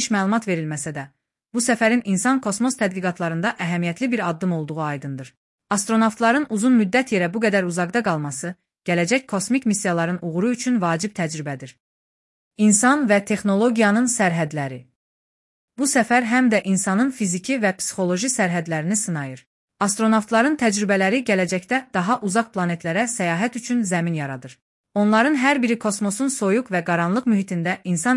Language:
Azerbaijani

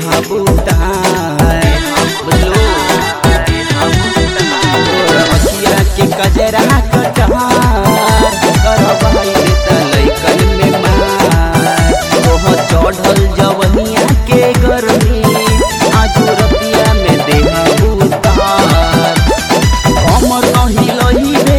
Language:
Bhojpuri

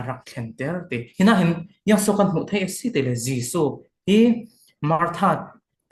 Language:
Falam Chin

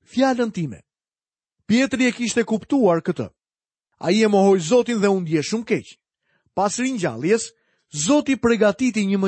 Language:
Albanian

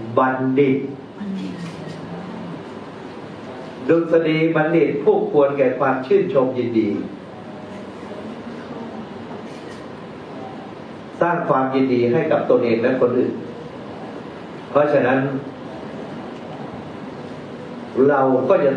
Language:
Thai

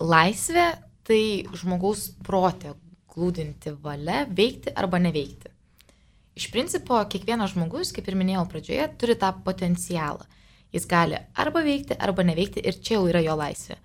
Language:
Lithuanian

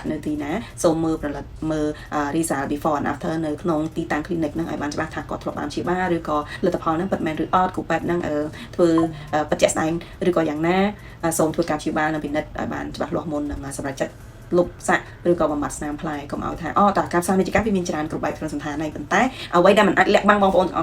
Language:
Khmer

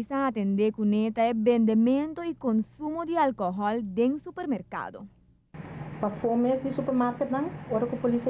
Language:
Papiamento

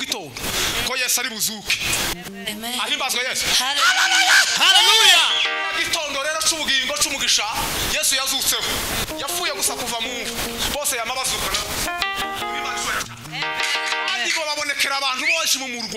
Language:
Kinyarwanda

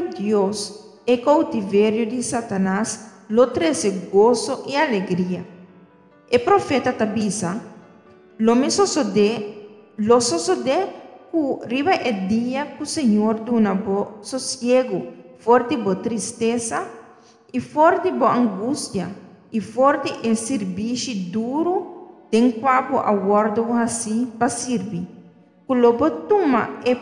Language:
Papiamento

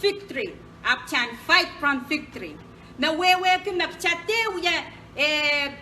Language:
Pohnpeian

